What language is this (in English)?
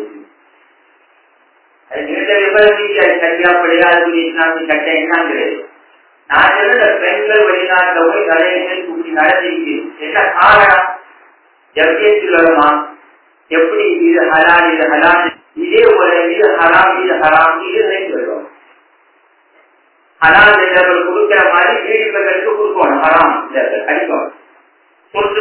Tamil